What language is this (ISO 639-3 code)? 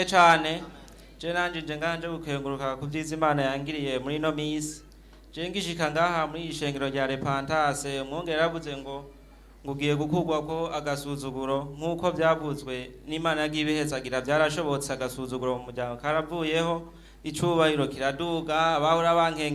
run